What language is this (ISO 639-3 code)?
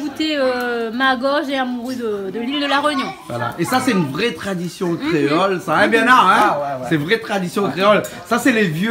rcf